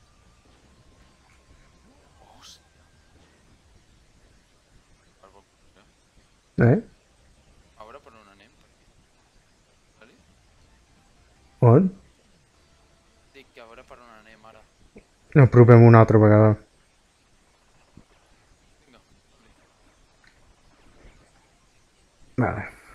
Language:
Catalan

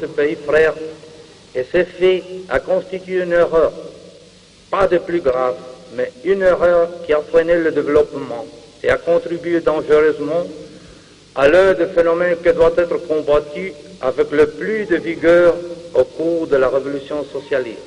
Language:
French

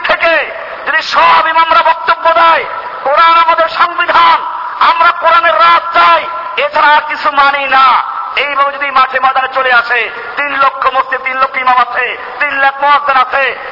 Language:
Bangla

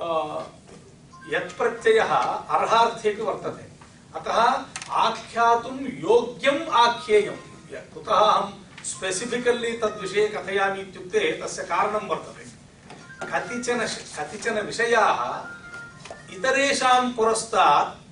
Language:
Sanskrit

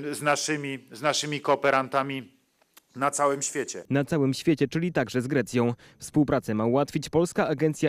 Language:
Polish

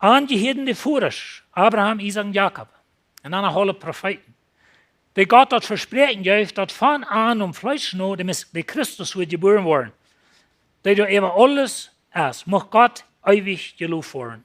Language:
Plautdietsch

